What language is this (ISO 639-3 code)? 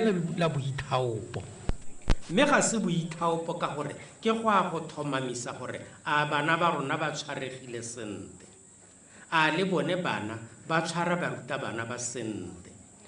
tsn